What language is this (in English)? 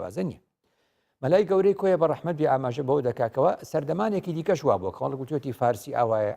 Central Kurdish